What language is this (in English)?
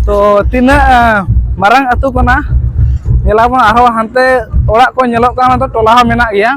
Santali